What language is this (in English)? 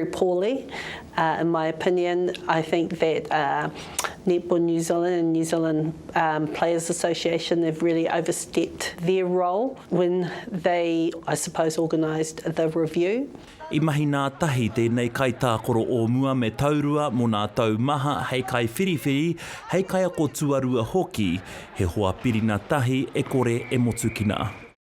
Māori